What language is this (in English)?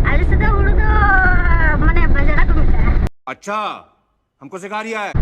Santali